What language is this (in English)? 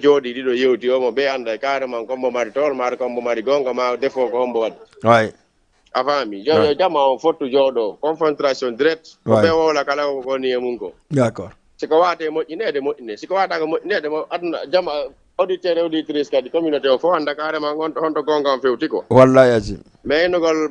Fula